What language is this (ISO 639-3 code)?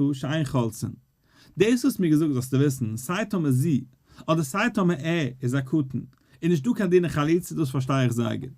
yid